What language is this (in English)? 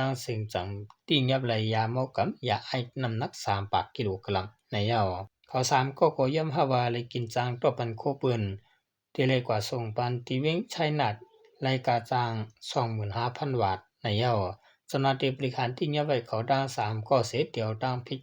Shan